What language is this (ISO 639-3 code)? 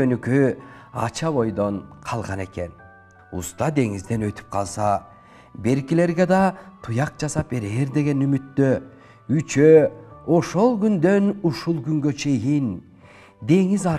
kir